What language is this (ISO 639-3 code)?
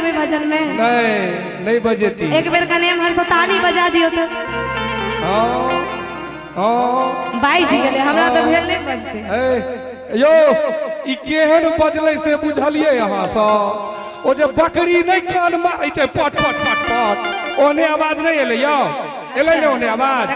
mai